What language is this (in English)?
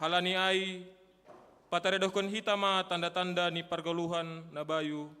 Batak Simalungun